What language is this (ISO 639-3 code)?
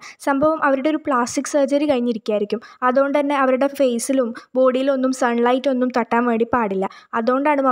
mal